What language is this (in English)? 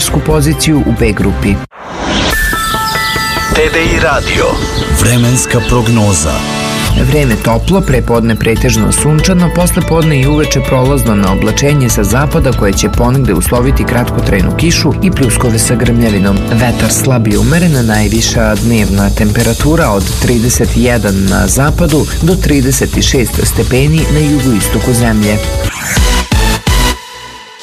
Serbian